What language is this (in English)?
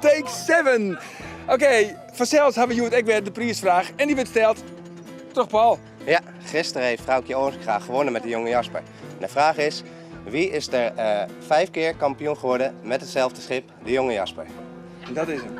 Western Frisian